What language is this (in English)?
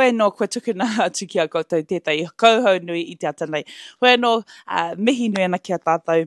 Māori